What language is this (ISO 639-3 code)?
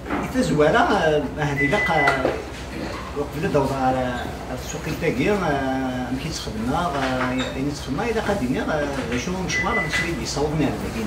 kab